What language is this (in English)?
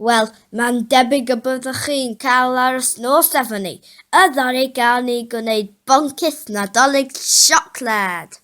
Welsh